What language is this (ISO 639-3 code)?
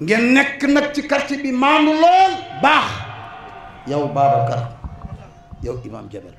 wol